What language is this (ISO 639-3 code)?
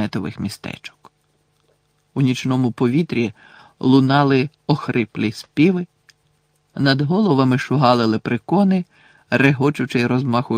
ukr